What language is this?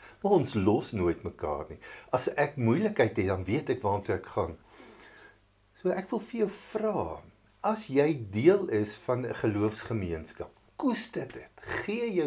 Afrikaans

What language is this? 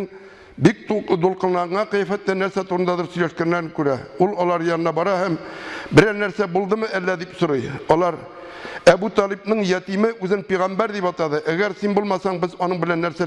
Tatar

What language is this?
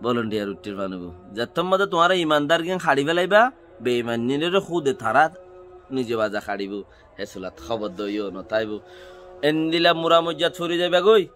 Rohingya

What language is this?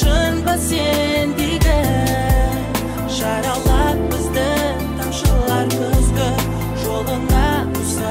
Kazakh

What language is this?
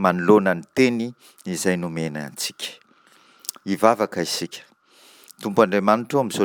Malagasy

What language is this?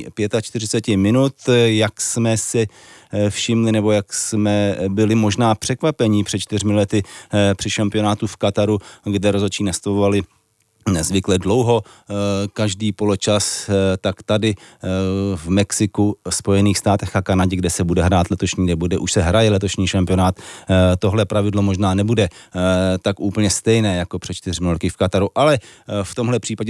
Czech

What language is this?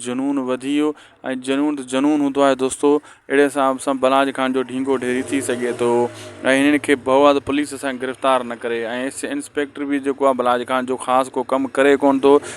Sindhi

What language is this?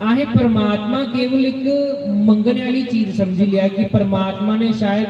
Dogri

